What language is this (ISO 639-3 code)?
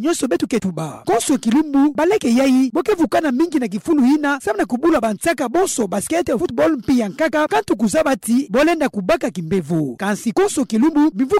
ktu